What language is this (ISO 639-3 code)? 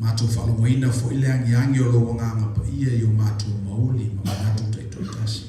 smo